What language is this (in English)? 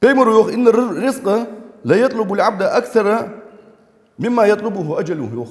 Ingush